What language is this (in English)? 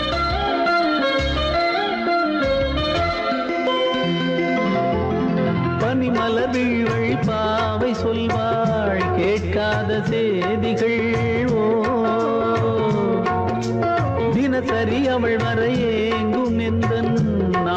Tamil